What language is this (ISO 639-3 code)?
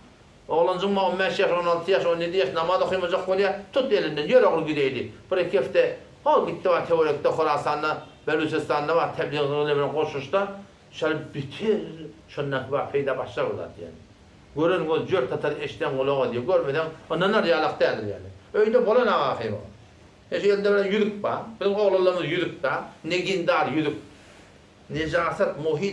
tuk